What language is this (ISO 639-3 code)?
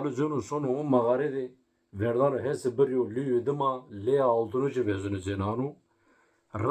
zza